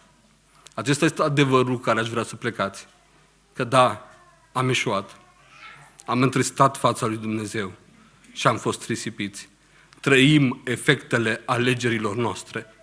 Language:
Romanian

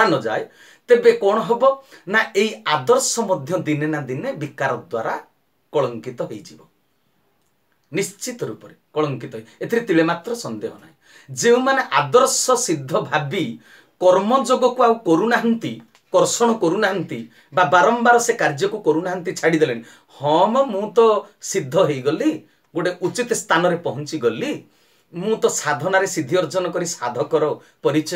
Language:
Odia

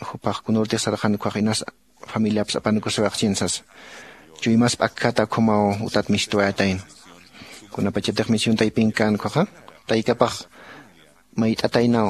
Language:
Aymara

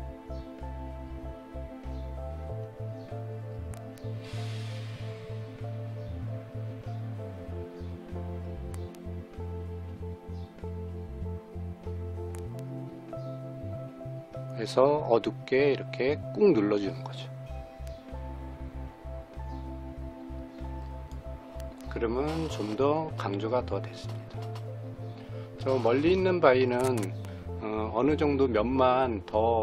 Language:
Korean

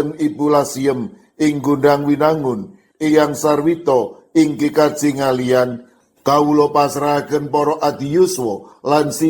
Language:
Javanese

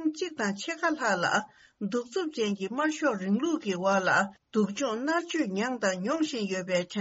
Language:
Tibetan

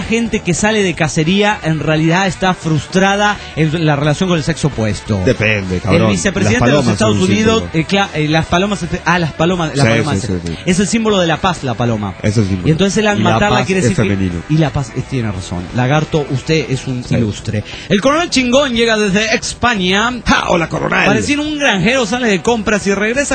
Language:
Spanish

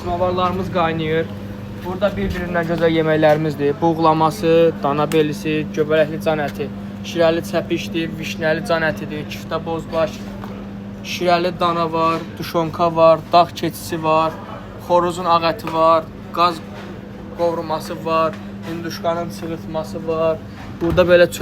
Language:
Azerbaijani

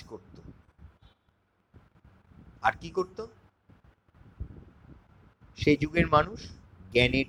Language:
Bangla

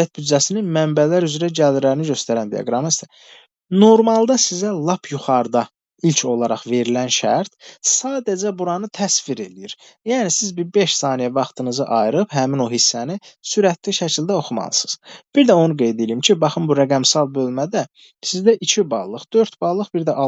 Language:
Azerbaijani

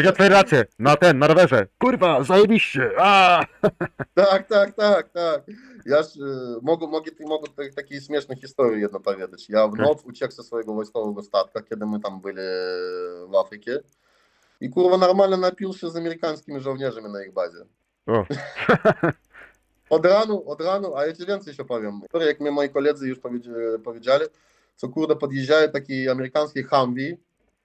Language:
Polish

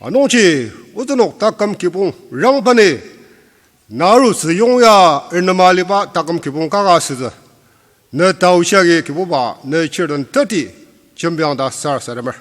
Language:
Ao Naga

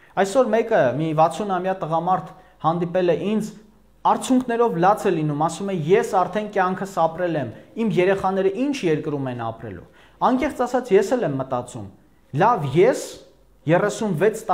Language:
Armenian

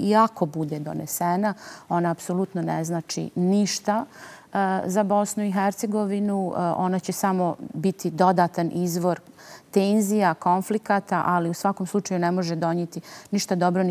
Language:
Bosnian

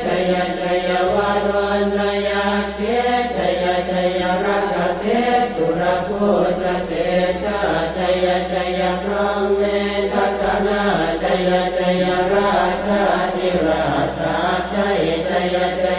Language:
Pali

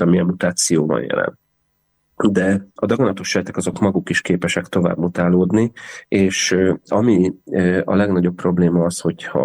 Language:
Hungarian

